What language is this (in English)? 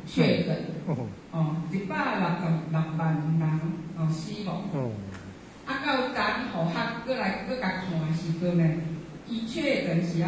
Min Nan Chinese